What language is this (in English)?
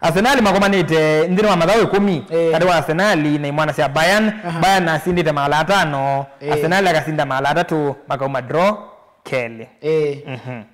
Kamba